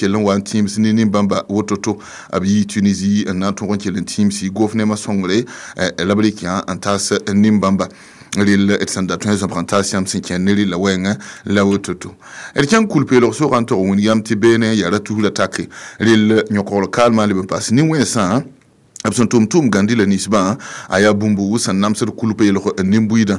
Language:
Mossi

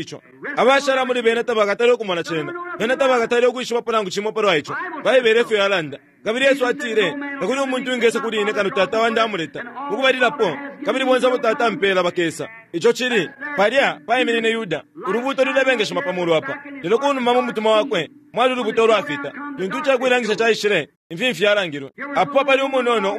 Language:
Bemba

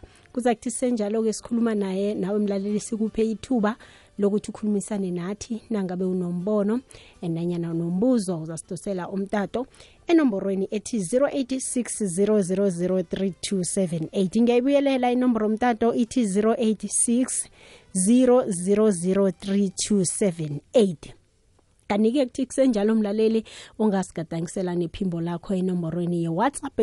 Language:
South Ndebele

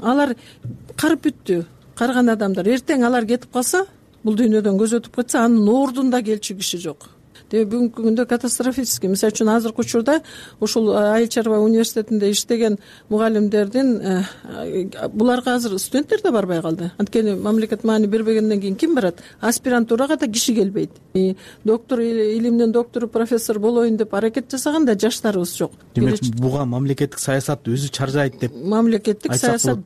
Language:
Kyrgyz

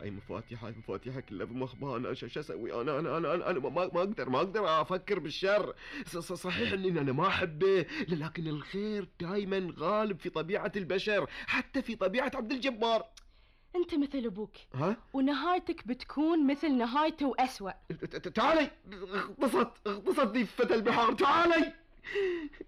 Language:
Gulf Arabic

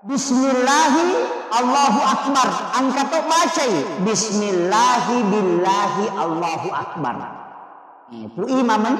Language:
Buginese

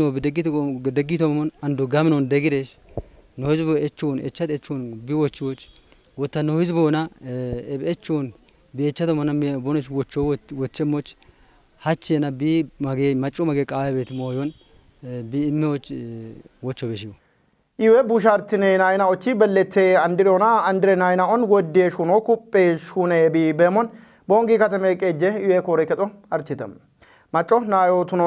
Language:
Kafa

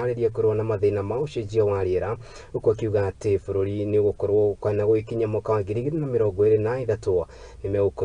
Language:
Kikuyu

